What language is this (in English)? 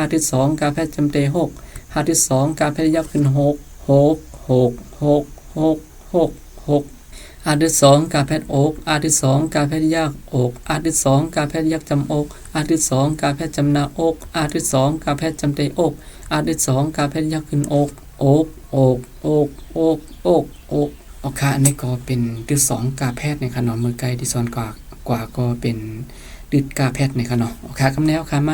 Shan